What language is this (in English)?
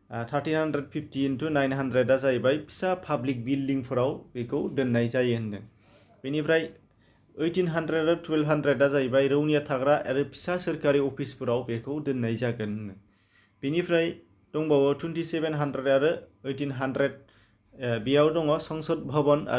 Bodo